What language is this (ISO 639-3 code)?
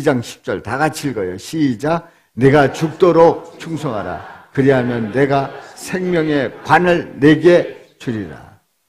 kor